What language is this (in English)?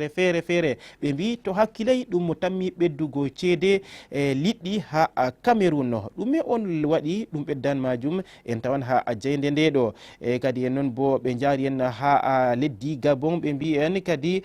Fula